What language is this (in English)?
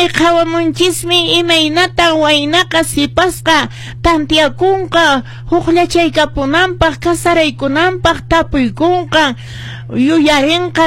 Quechua